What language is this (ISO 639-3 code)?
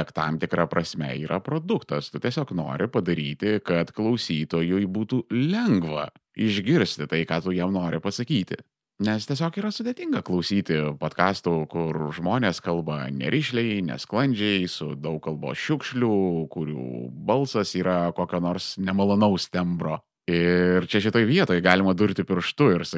lit